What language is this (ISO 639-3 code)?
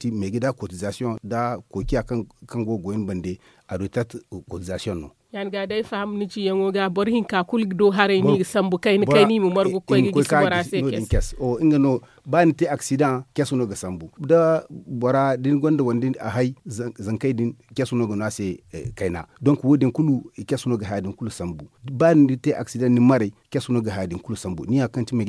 dje